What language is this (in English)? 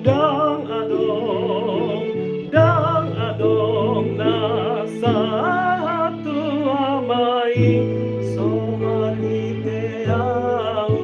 Batak Toba